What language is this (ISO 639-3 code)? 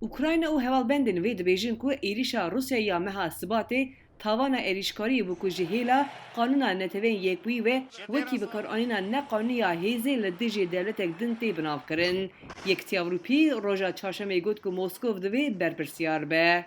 kur